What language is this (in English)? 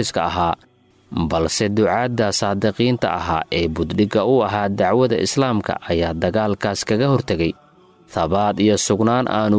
Somali